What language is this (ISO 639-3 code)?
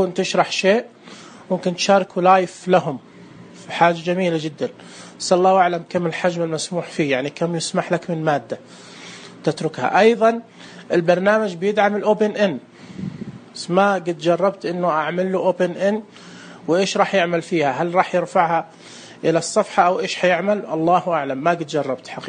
ars